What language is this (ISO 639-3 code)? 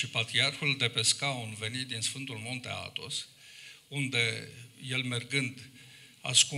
ron